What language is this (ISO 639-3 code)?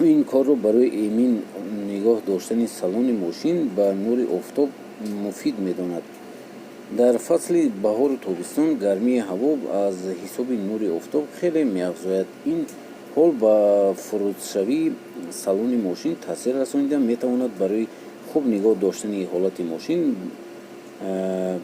tgk